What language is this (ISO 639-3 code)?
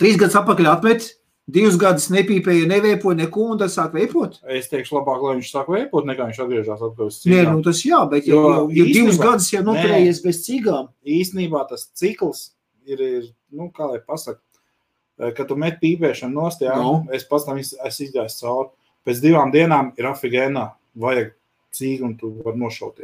lav